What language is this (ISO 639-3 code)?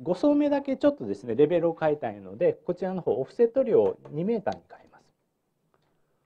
jpn